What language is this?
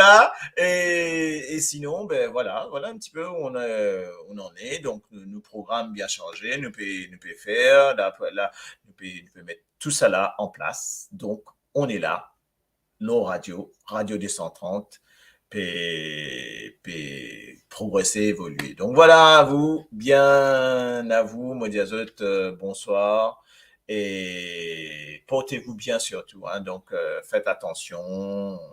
Morisyen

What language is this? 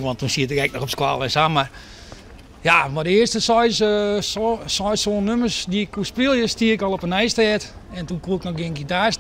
Western Frisian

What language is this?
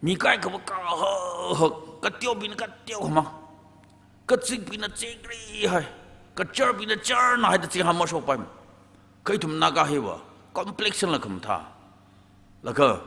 Tangkhul Naga (India)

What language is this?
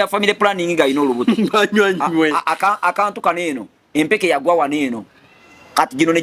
Ganda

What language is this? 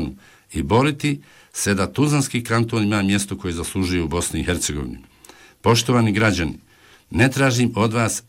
Bosnian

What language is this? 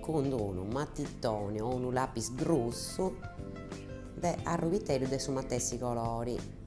Sardinian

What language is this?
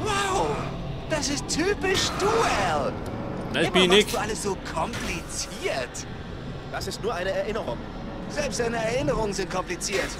Bavarian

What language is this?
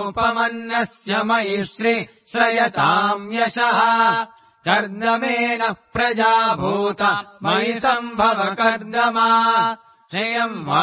Sanskrit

